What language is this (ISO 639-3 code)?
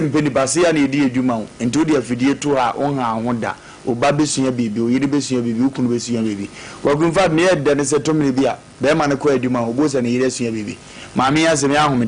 aka